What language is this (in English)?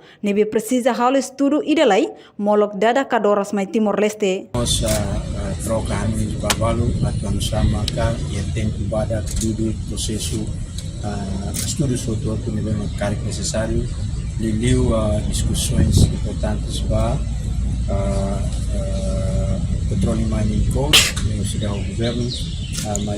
Tetum